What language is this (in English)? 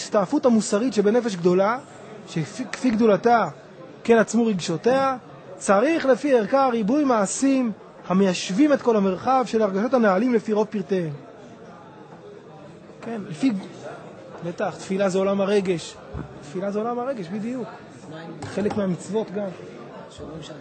Hebrew